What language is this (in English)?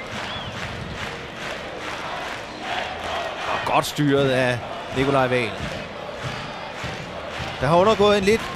Danish